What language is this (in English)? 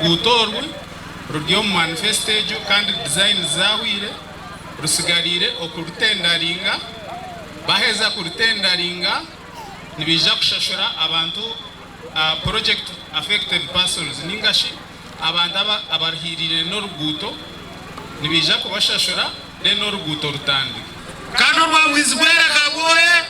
Nyankole